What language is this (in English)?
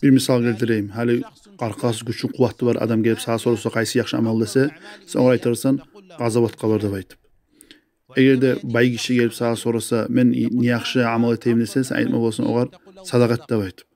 Kumyk